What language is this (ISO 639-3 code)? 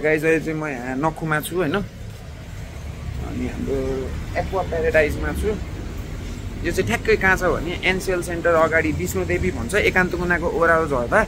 nep